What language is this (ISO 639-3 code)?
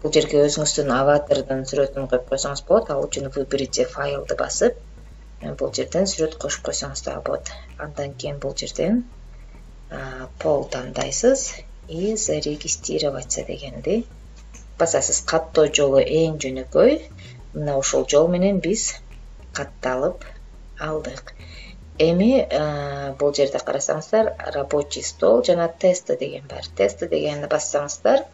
kir